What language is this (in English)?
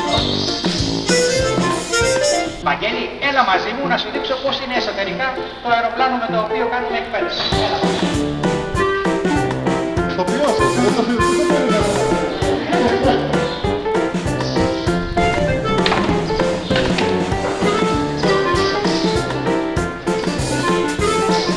Greek